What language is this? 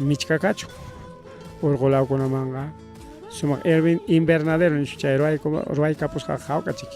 Ayacucho Quechua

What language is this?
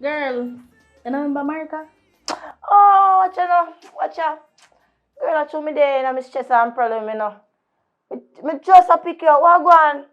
Jamaican Creole English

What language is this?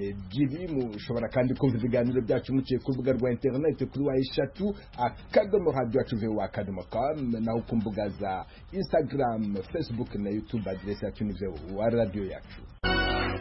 Kinyarwanda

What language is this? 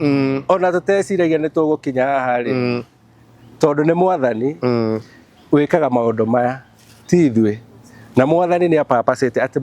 Kikuyu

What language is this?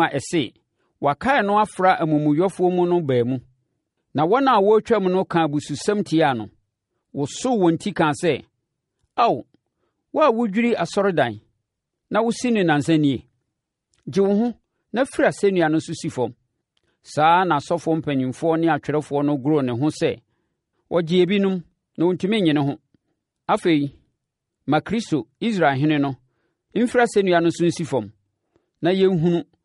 Akan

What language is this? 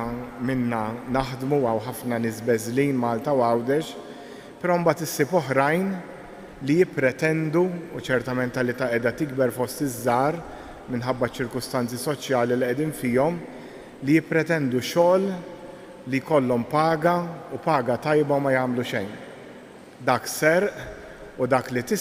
Maltese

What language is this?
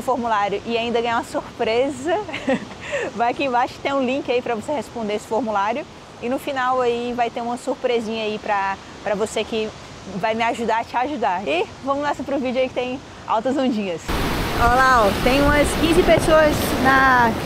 Portuguese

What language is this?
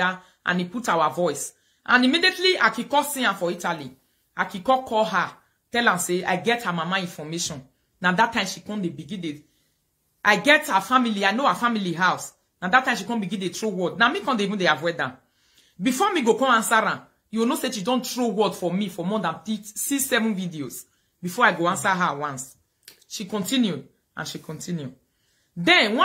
Nigerian Pidgin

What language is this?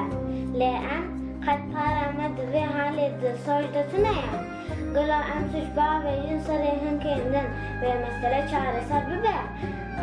Kurdish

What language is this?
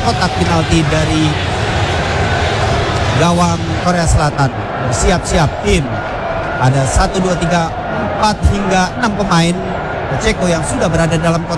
Indonesian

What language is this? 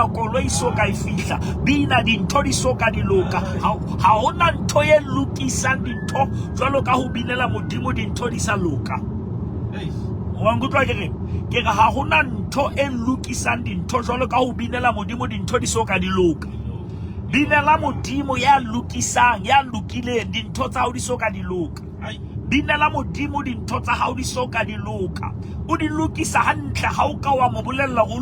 Southern Sotho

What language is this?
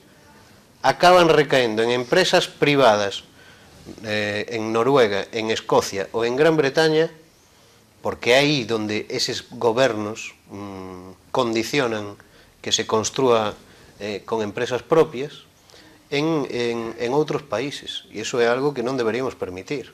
Galician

